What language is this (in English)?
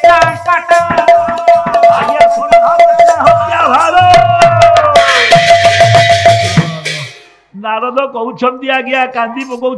Odia